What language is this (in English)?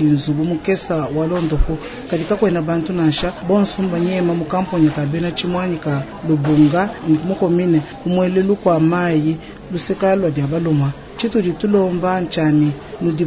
Luba-Lulua